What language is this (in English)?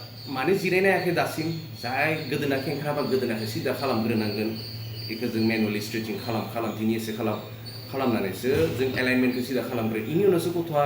Bodo